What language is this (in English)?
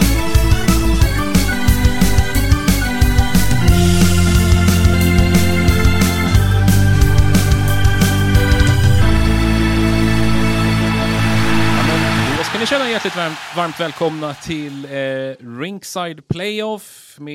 Swedish